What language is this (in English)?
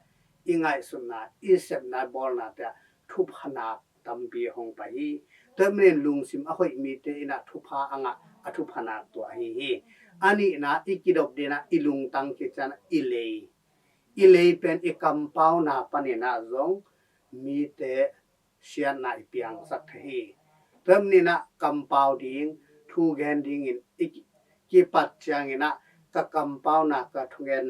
Tedim Chin